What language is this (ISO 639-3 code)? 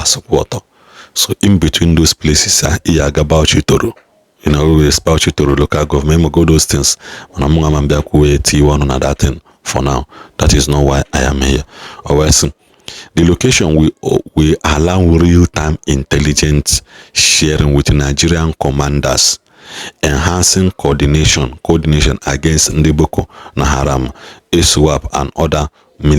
ibo